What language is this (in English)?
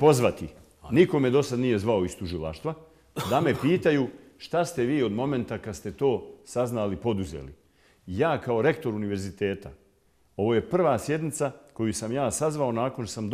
Bosnian